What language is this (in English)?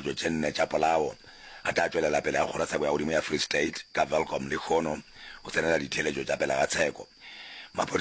Northern Sotho